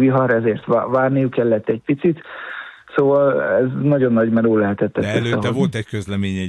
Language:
Hungarian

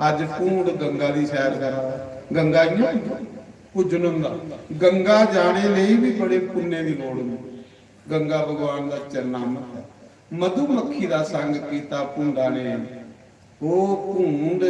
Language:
Dogri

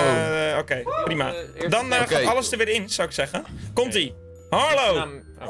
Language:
Dutch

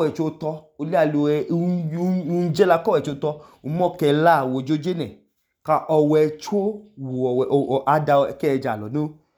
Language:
Idoma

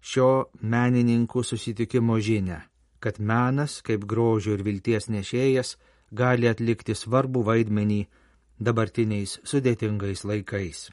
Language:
Lithuanian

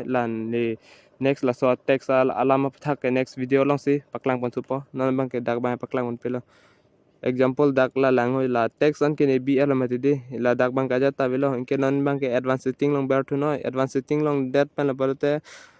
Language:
Karbi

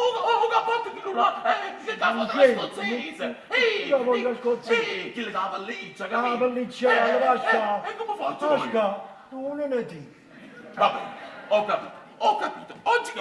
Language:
Neapolitan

